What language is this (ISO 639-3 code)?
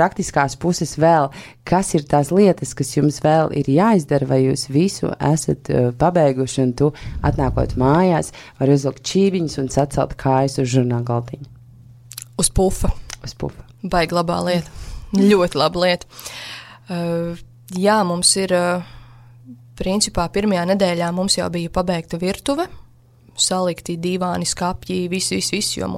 lav